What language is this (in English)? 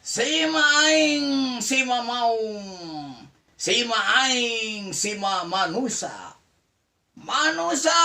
Sundanese